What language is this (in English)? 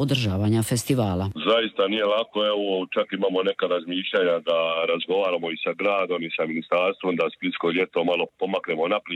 Croatian